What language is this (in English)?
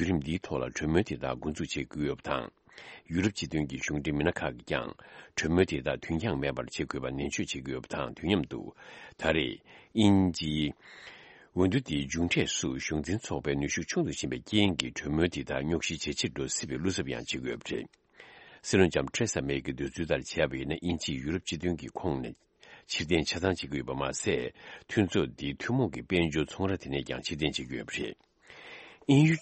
Tibetan